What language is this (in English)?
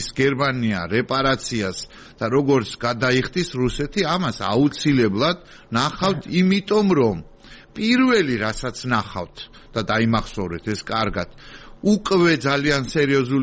Georgian